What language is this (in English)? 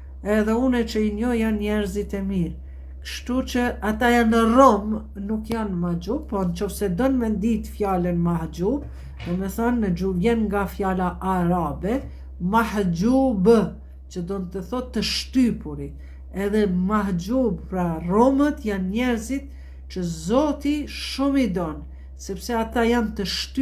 Albanian